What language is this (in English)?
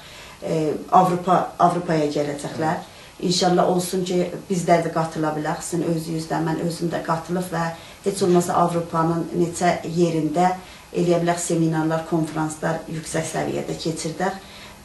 South Azerbaijani